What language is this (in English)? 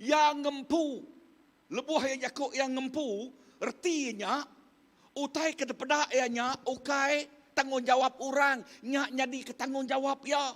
Iban